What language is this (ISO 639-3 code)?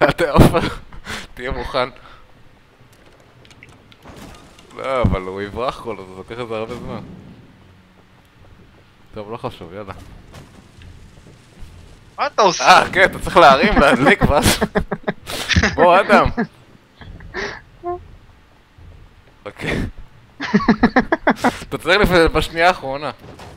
heb